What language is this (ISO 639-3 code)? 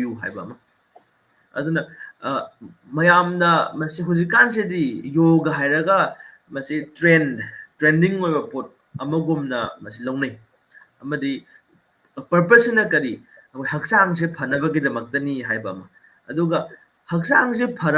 mni